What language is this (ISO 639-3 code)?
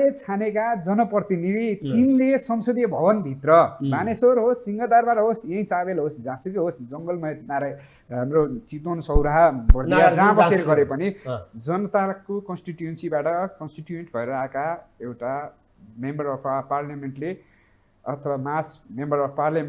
nep